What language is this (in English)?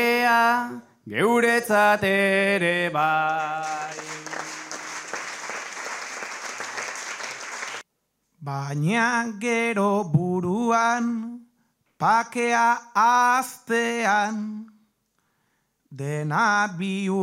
Basque